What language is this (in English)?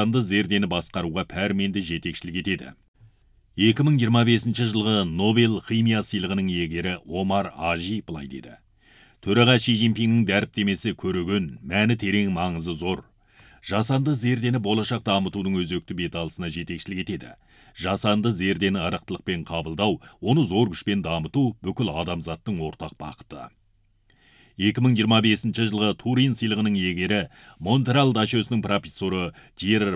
Kazakh